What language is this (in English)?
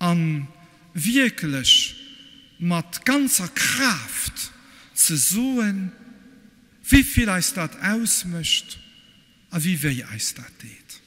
Luxembourgish